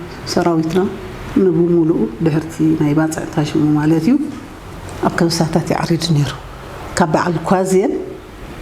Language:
Tigrinya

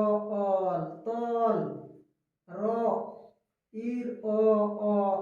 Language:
Santali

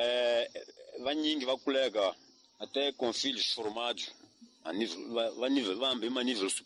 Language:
Tsonga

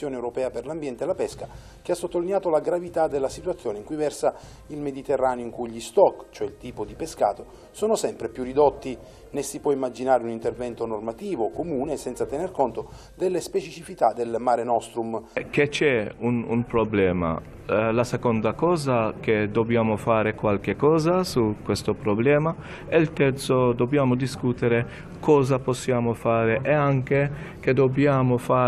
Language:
Italian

